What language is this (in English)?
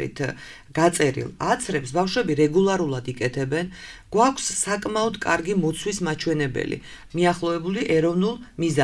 Georgian